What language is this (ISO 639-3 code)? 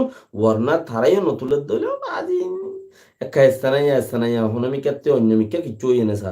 rhg